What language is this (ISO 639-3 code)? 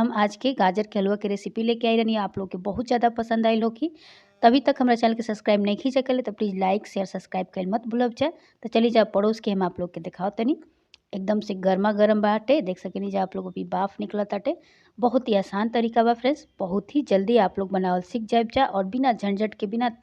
bho